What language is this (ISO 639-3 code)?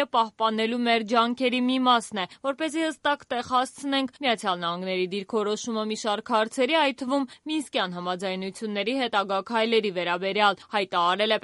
hye